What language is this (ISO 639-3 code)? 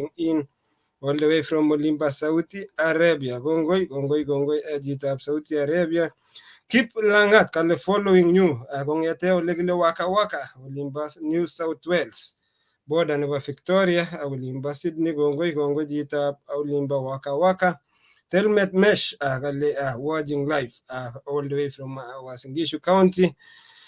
kln